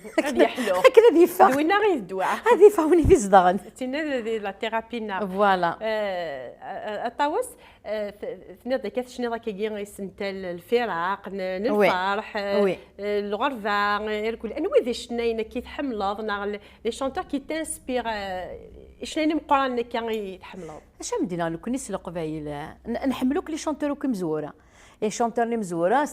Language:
Kabyle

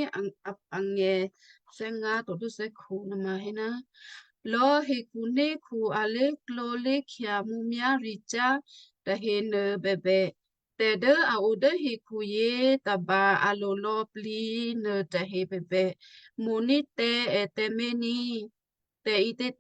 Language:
Western Kayah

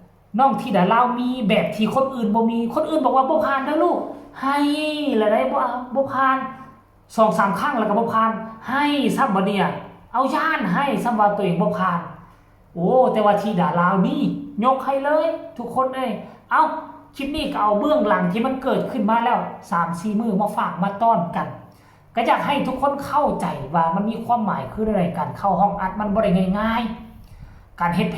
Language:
Northeastern Thai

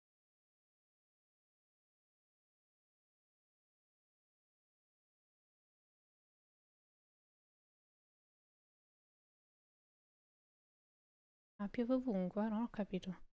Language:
Italian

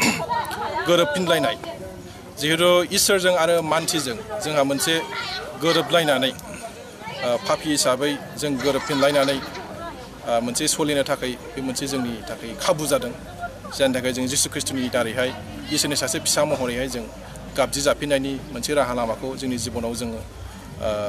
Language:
Bodo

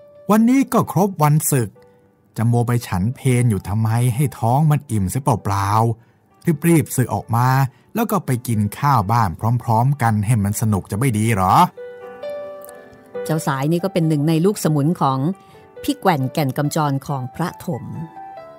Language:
Thai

